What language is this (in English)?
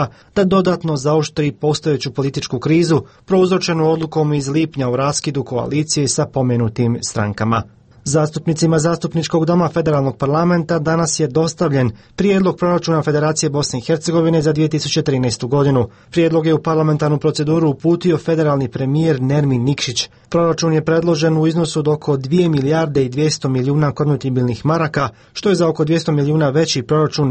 Croatian